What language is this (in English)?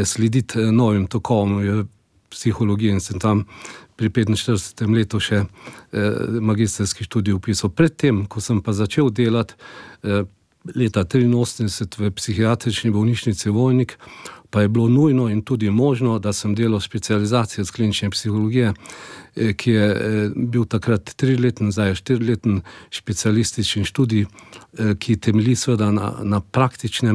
Slovenian